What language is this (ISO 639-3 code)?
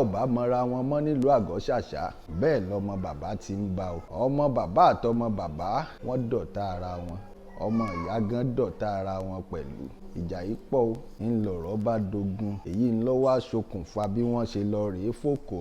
yor